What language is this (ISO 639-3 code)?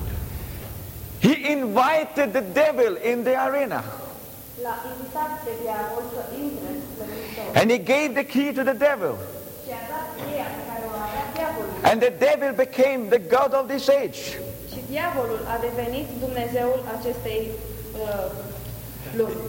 ron